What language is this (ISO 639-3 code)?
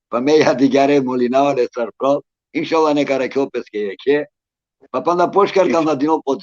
rmn